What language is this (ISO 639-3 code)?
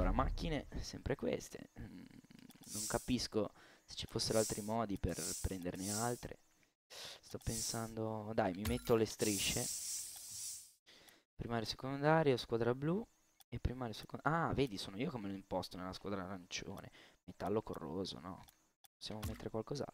ita